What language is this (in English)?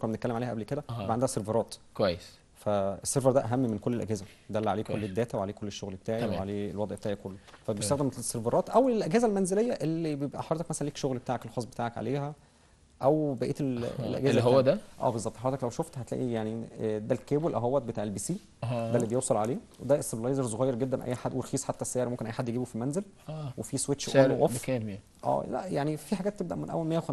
Egyptian Arabic